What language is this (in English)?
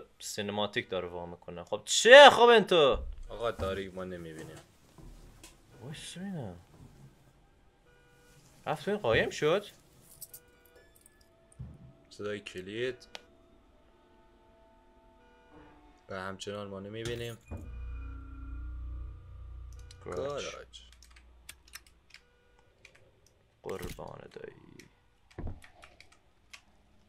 Persian